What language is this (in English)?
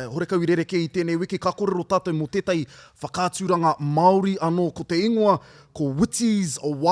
Māori